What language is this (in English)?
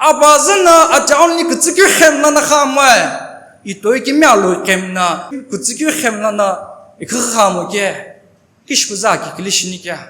Sumi Naga